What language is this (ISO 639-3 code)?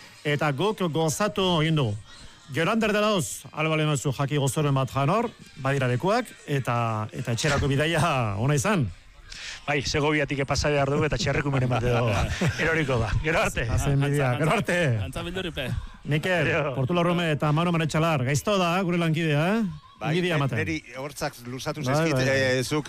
eus